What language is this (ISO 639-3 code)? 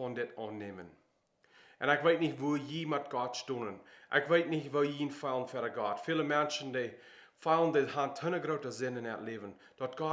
pdt